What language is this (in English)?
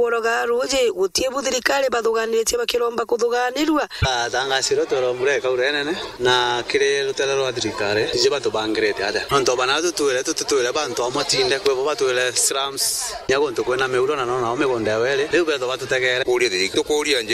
Meru